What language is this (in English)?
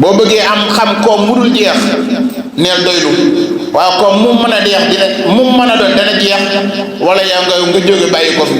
Wolof